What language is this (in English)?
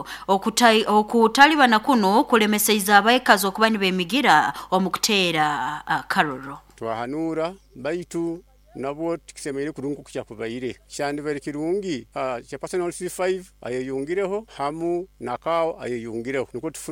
Nyankole